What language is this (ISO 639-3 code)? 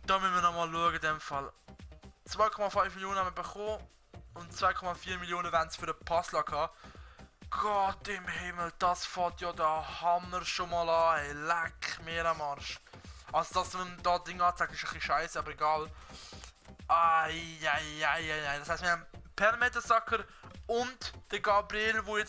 gsw